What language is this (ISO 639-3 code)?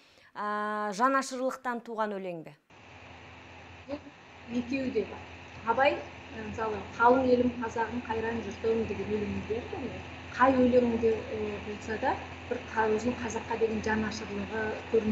kaz